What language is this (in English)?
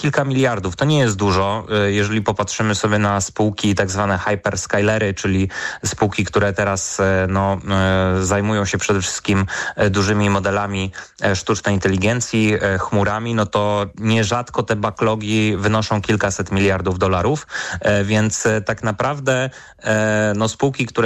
Polish